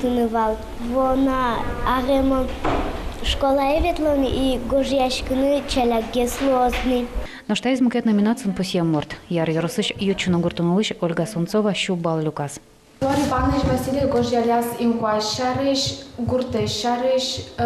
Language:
Udmurt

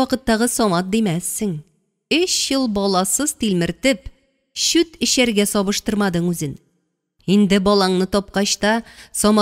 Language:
Tatar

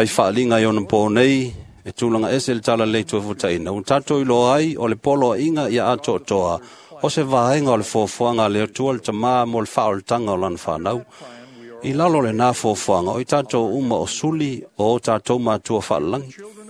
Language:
Samoan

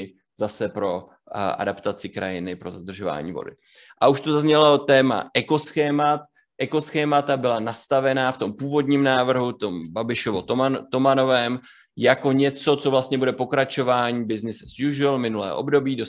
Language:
Czech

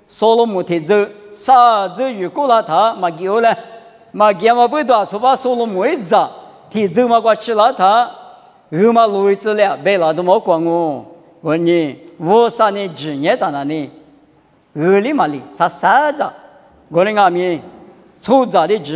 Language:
Lisu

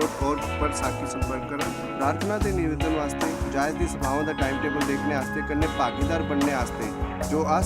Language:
Dogri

